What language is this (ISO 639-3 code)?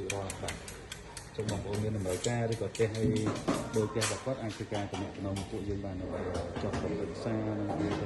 khm